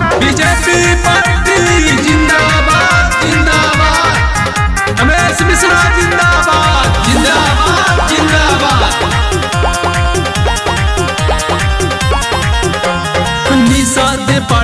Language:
Bhojpuri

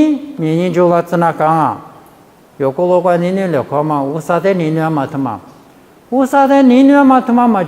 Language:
Lisu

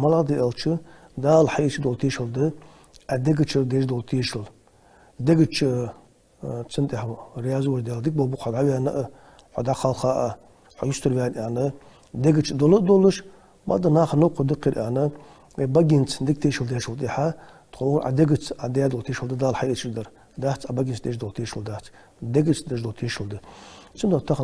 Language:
Ingush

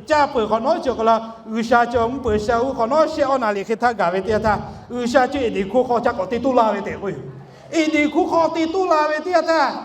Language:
Lahu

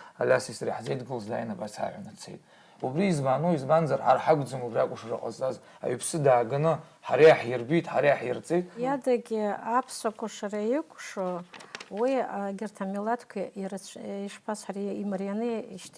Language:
Abkhazian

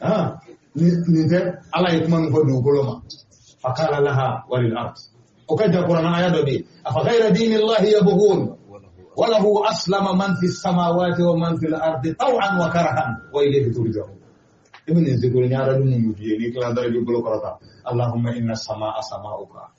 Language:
Bambara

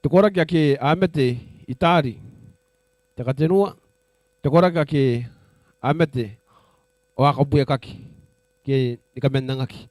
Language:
Gilbertese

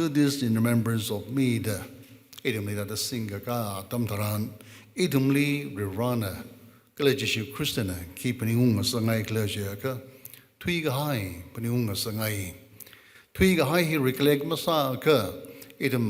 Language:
Tangkhul Naga (India)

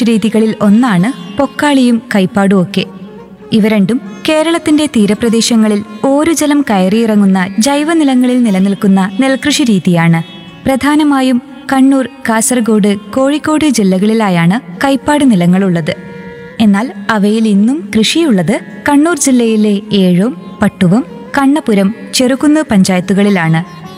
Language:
Malayalam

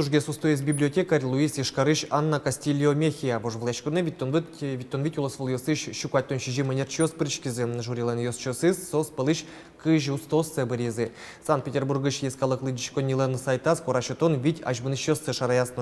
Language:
Udmurt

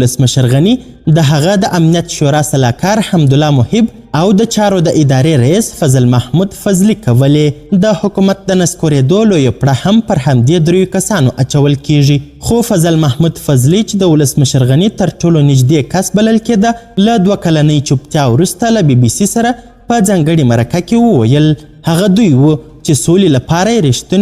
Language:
Pashto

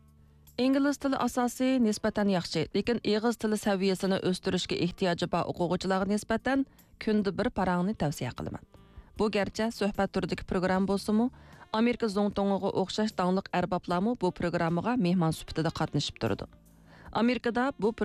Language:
Uyghur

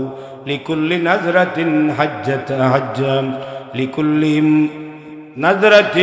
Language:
Sylheti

